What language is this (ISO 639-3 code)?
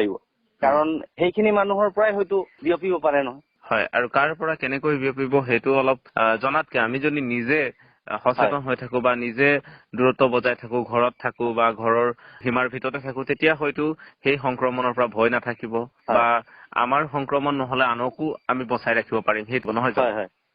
asm